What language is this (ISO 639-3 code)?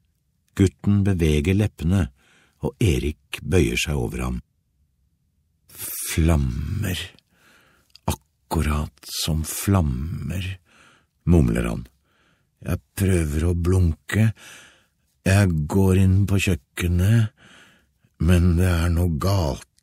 nor